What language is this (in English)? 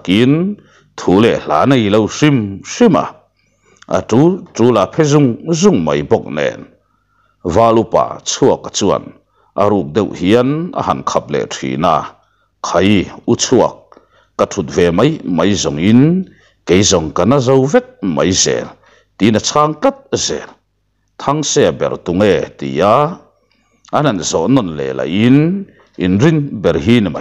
Mizo